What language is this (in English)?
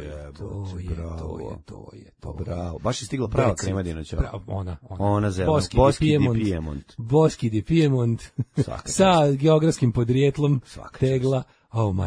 Serbian